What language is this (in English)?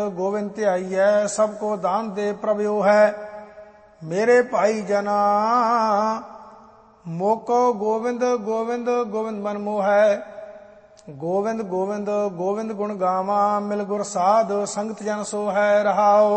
Punjabi